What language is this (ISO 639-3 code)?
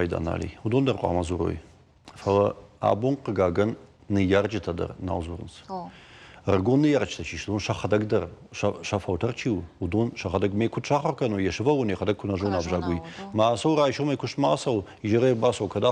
oss